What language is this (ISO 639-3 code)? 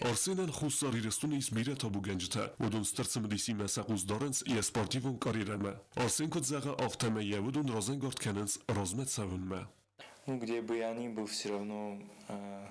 oss